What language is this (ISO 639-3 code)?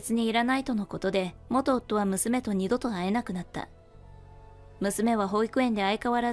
jpn